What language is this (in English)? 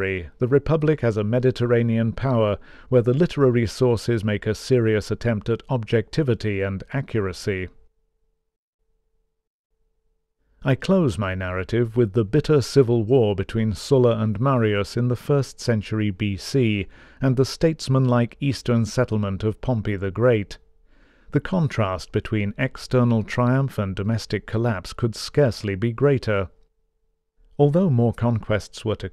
English